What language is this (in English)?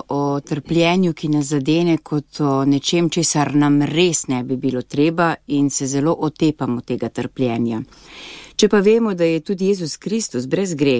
Slovenian